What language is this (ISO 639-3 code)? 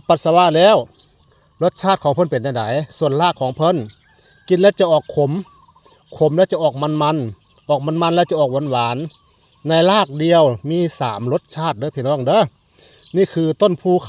tts